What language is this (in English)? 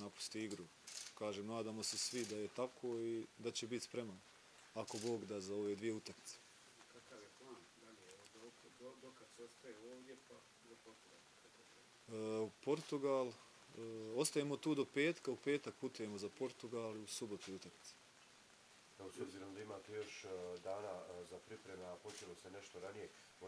Bosnian